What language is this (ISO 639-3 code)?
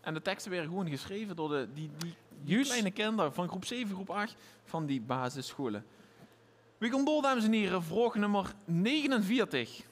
lim